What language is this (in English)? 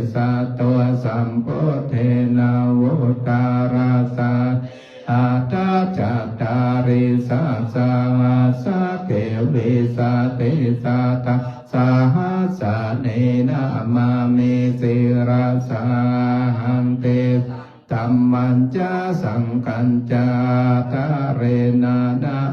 Pali